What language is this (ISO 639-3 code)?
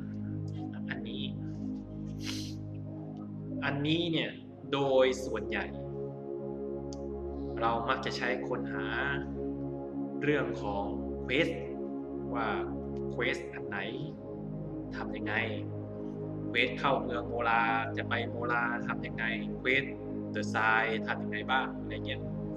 tha